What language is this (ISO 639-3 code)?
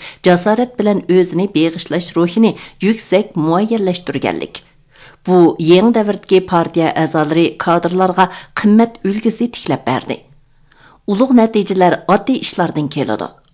uig